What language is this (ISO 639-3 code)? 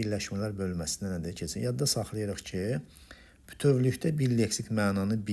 aze